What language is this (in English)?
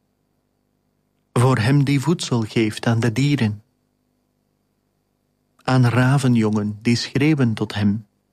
Dutch